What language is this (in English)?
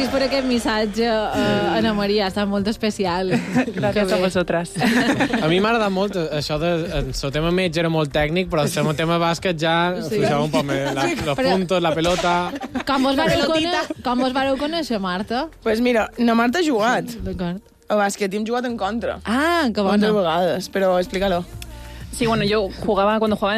Catalan